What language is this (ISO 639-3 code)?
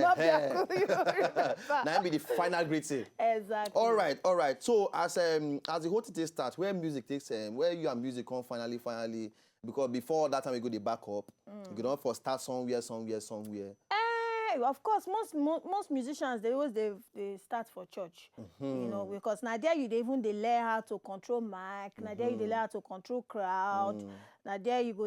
pcm